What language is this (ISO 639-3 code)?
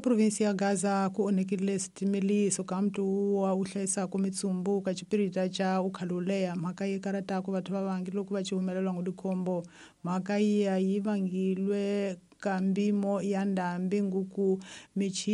tso